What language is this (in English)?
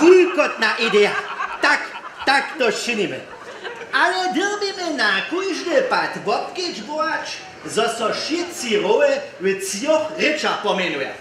Upper Sorbian